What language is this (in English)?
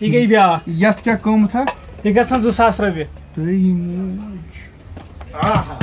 Kashmiri